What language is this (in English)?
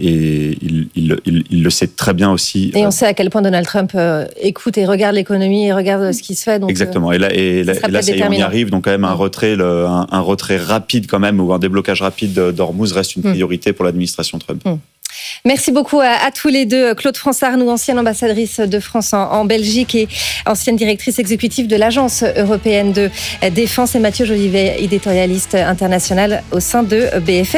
French